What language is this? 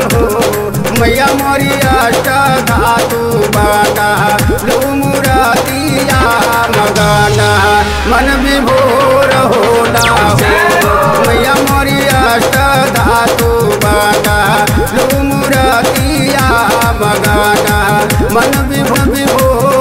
Bhojpuri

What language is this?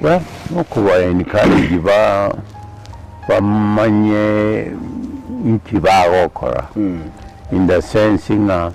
Gusii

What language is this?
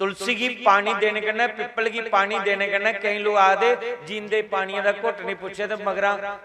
Dogri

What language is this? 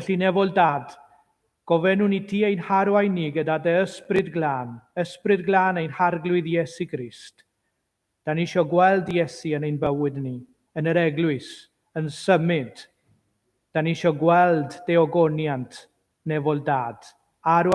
Welsh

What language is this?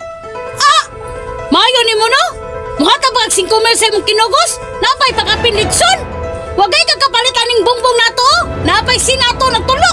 Cebuano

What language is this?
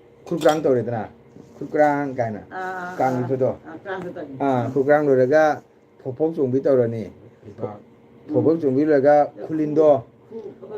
Manipuri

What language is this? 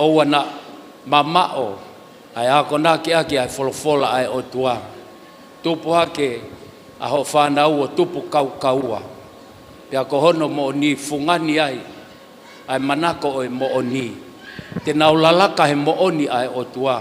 Tongan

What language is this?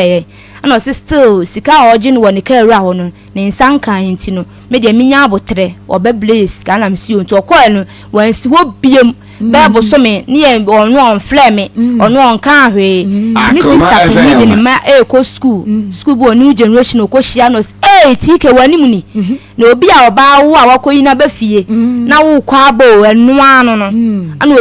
Akan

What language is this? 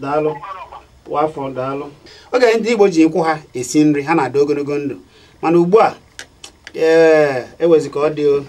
Igbo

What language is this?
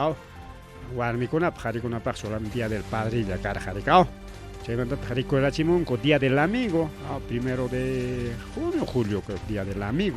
Ayacucho Quechua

